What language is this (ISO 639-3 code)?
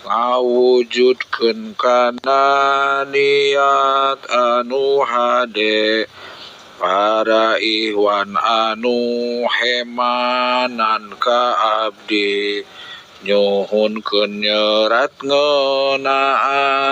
sun